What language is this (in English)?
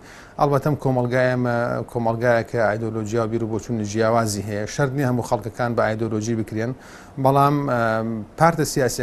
Central Kurdish